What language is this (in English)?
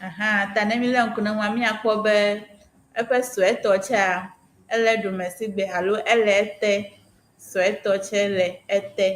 Ewe